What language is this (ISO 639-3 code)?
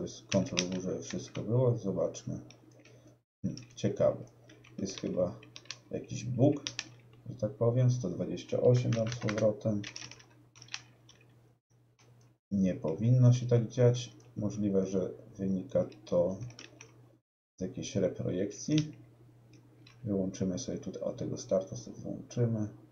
pol